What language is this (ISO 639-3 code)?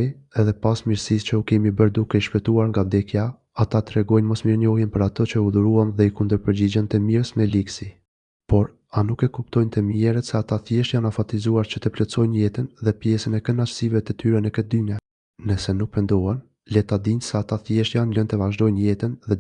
sqi